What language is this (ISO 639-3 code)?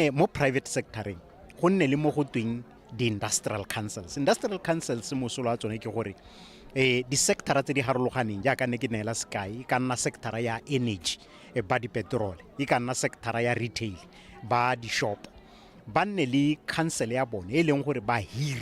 tsn